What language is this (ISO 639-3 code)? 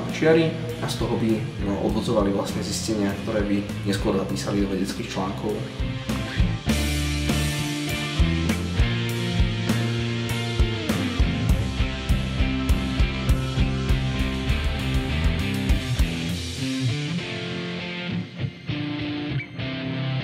slk